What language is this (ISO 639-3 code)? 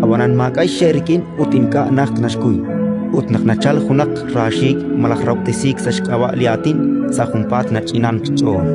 kek